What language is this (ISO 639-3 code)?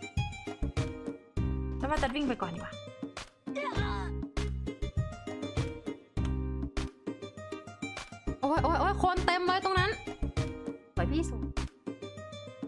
tha